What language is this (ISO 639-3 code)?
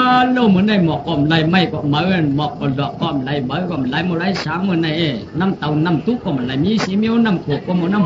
shn